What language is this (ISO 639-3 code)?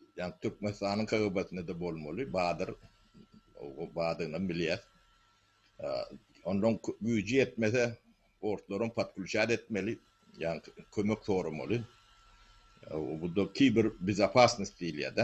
tuk